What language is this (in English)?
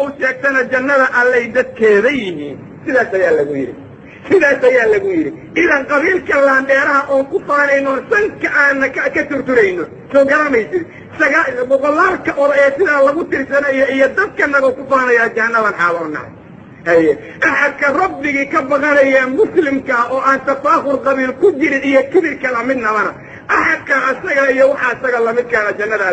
Somali